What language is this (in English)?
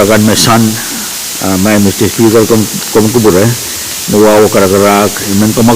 Pohnpeian